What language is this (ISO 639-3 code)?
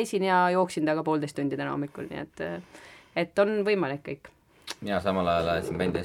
est